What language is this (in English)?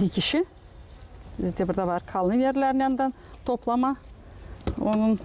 Gagauz